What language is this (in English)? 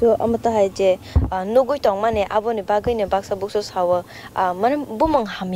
Kok Borok